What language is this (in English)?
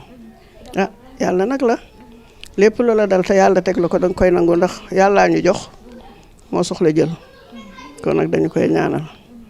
Wolof